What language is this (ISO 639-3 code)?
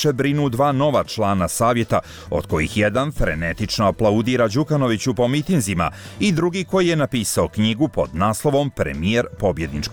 hrv